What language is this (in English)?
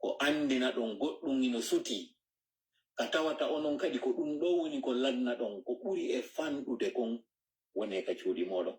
Pular